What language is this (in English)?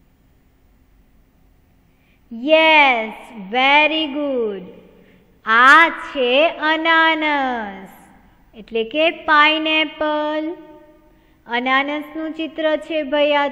Gujarati